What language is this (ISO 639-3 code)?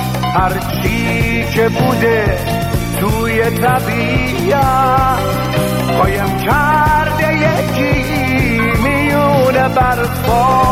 fas